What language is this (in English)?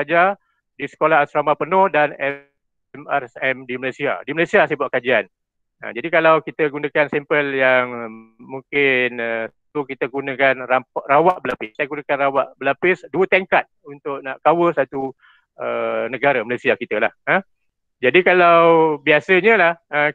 Malay